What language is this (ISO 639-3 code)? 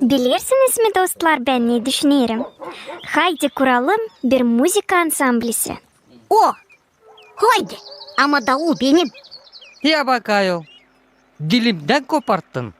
gag